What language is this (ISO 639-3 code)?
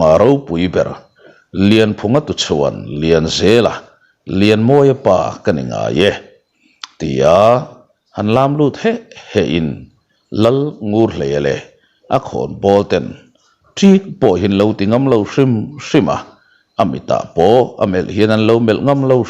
lus